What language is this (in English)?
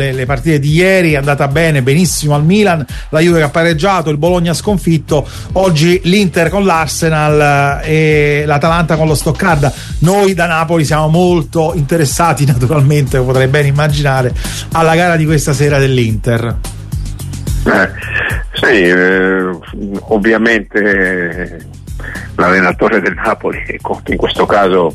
Italian